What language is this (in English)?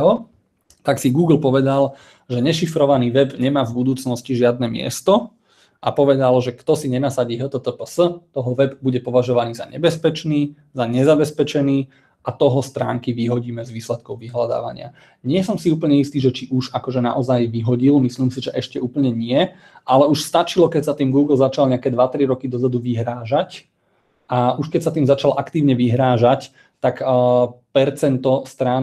Slovak